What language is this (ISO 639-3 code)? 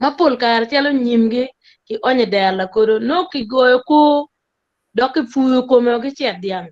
ach